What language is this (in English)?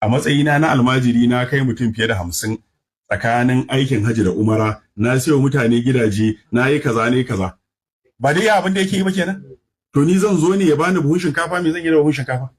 Hausa